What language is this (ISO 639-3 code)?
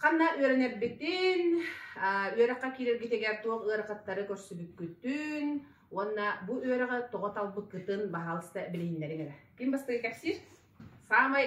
sah